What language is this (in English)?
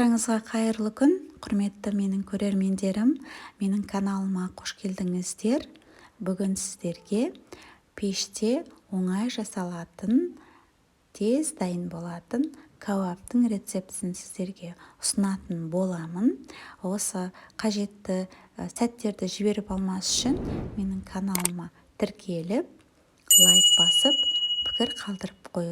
Kazakh